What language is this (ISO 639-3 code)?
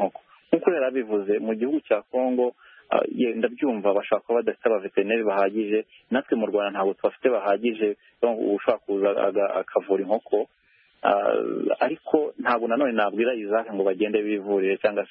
kin